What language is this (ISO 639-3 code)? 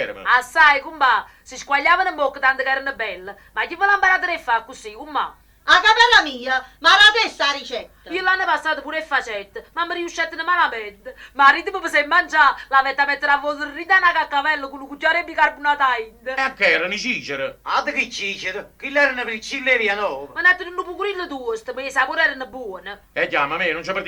nap